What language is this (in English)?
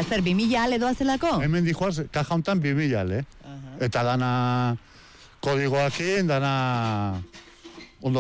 Basque